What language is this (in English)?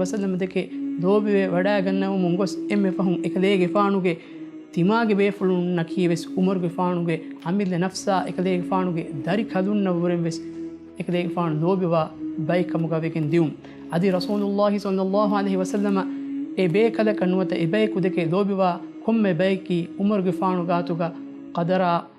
Divehi